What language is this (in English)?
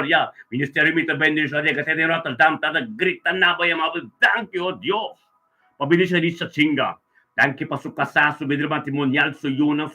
Papiamento